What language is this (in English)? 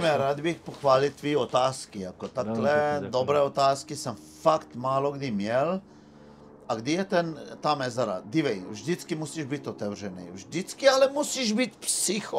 Czech